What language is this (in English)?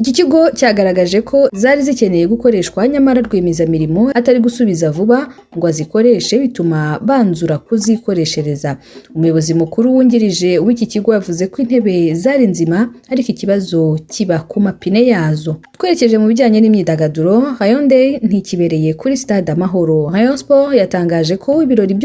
Kinyarwanda